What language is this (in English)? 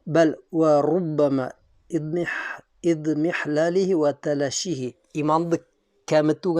Bashkir